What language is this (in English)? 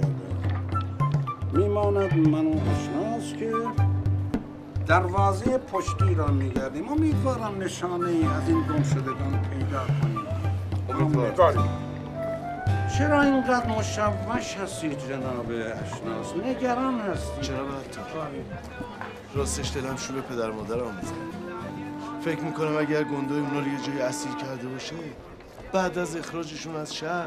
Persian